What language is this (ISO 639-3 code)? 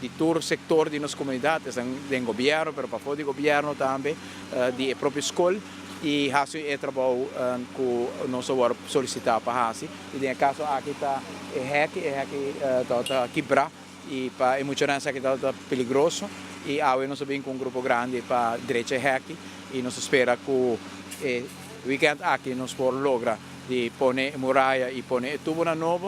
pap